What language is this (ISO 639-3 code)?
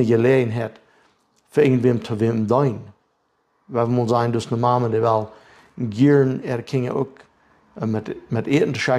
pdt